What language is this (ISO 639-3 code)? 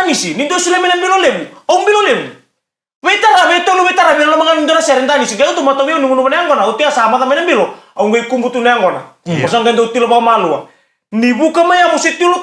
fij